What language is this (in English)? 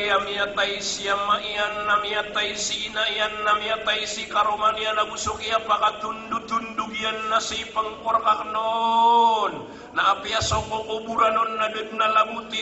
Maranao